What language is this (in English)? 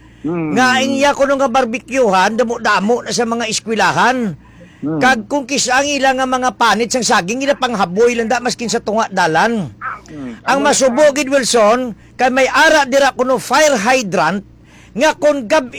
Hiligaynon